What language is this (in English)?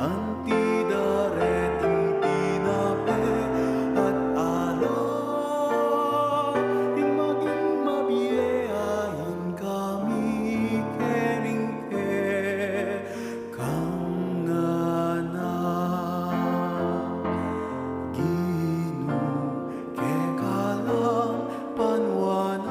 Pampanga